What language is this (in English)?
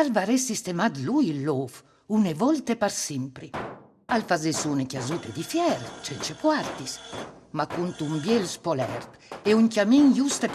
Friulian